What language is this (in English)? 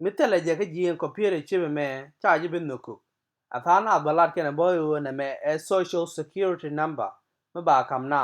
Nuer